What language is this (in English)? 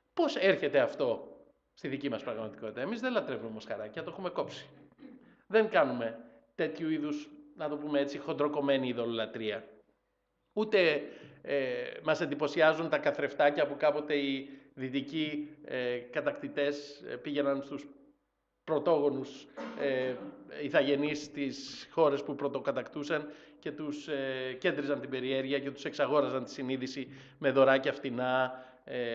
Greek